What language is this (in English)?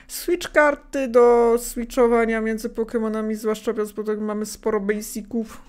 Polish